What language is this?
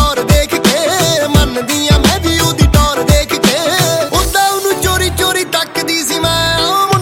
Punjabi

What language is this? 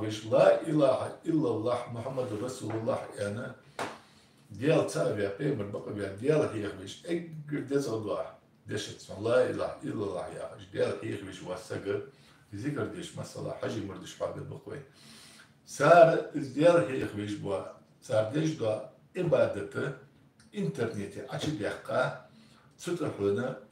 Ingush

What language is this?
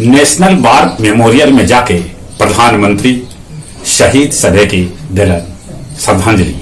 Magahi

